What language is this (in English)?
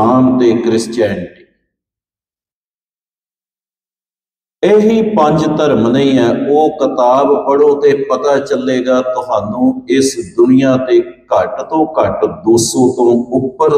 Punjabi